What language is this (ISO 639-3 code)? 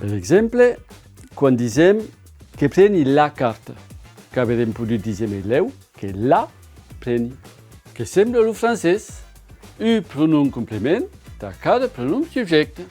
oci